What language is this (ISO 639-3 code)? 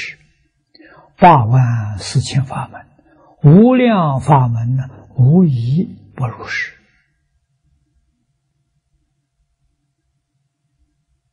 zho